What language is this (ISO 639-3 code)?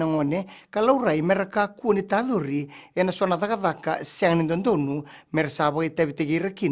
fij